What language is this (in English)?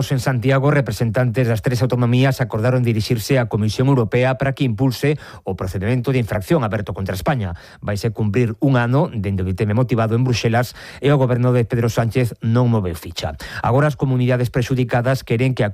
Galician